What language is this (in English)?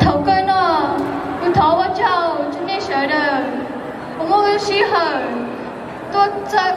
Hmong